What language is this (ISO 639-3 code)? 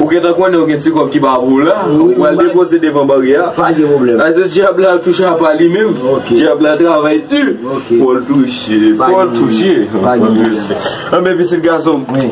hat